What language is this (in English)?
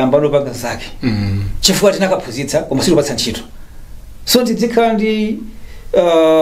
Nyanja